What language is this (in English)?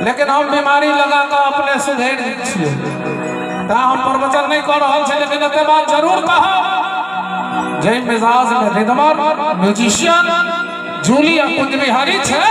Maithili